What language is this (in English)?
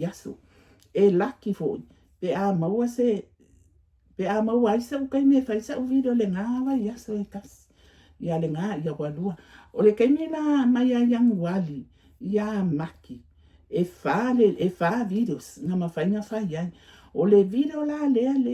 Samoan